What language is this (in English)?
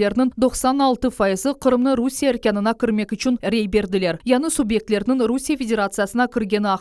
Crimean Tatar